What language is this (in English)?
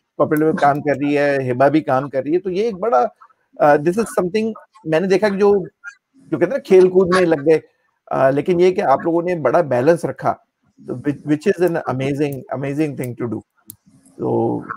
Hindi